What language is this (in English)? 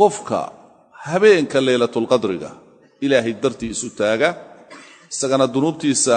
Somali